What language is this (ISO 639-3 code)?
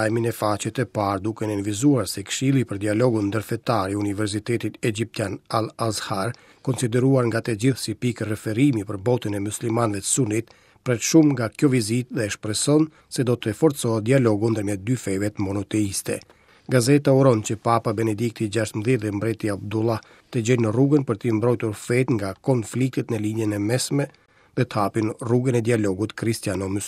sqi